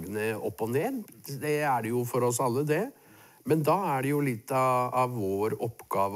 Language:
Norwegian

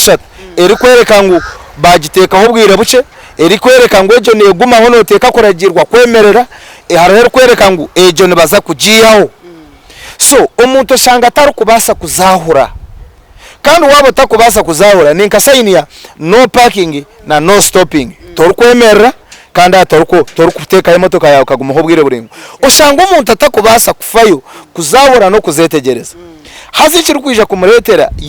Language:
Nyankole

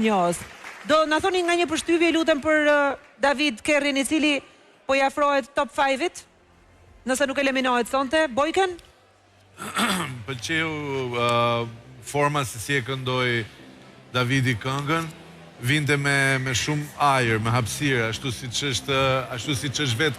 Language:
Albanian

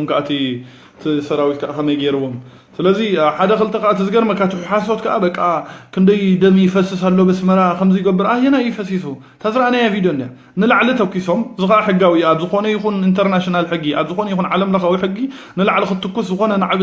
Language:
Tigrinya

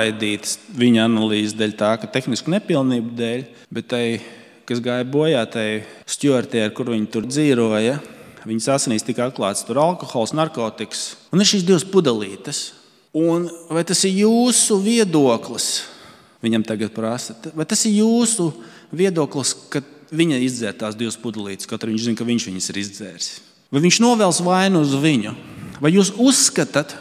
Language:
Latvian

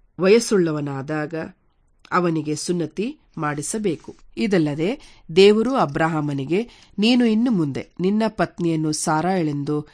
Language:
Kannada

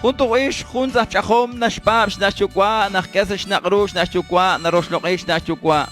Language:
Kekchí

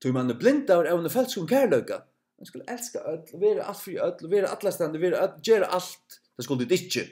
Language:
Faroese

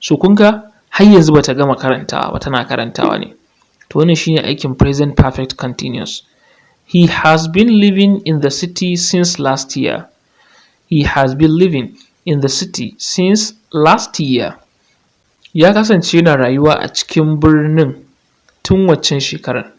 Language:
Hausa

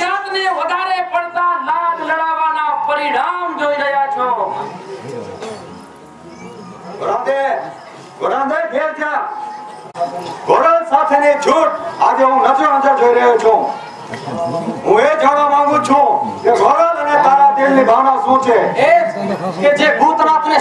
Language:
Gujarati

